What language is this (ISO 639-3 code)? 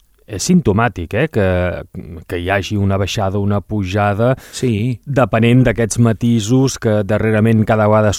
cat